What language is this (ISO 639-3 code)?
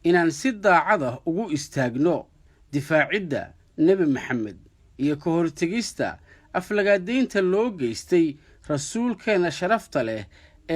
som